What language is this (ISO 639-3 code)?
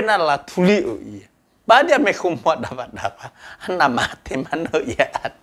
nia